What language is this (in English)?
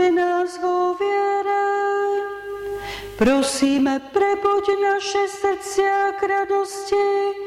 Slovak